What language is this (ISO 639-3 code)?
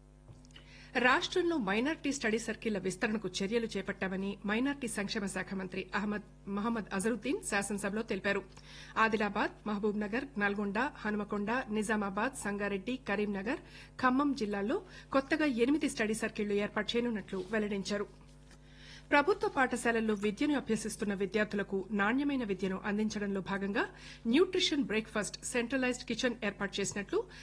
tel